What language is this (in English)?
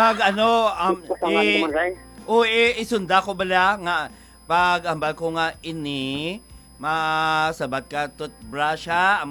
Hiligaynon